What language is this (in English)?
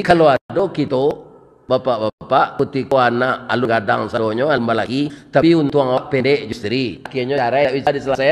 Minangkabau